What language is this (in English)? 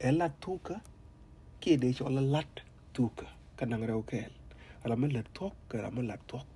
Nuer